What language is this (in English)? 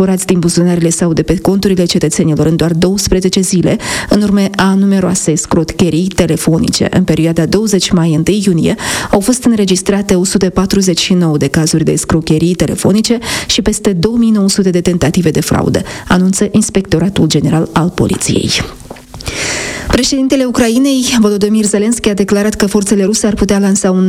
Romanian